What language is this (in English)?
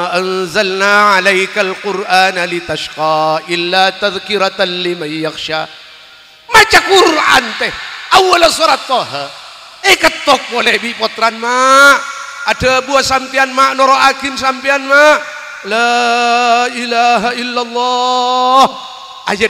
Madurese